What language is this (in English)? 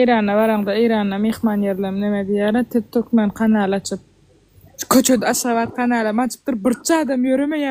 Turkmen